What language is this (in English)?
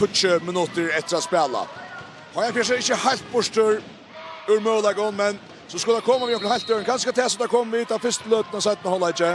Faroese